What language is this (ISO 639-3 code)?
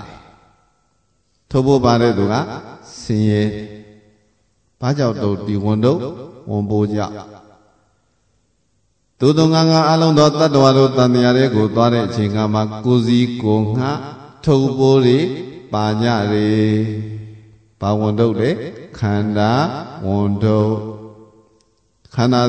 mya